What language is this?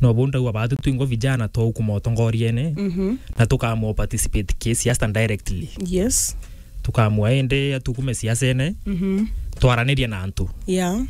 Meru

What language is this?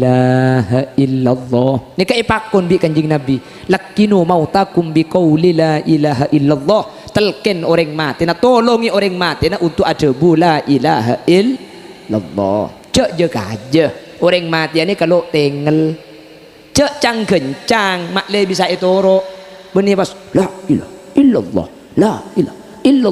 Madurese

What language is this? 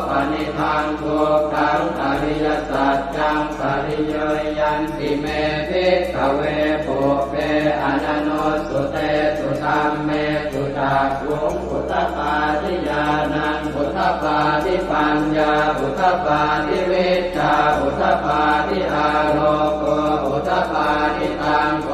Pali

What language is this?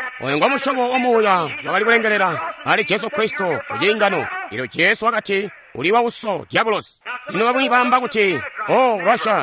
Tonga (Zambia)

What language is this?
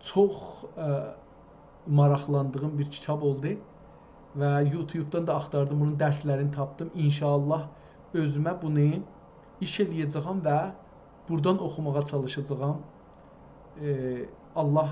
South Azerbaijani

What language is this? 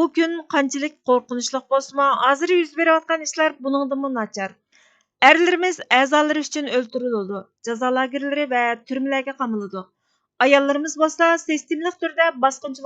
Uyghur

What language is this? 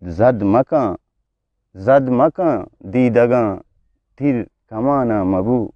Eastern Balochi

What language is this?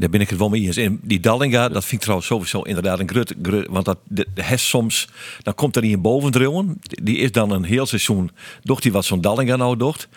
Western Frisian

